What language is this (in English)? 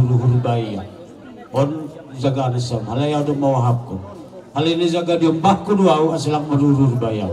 Batak Simalungun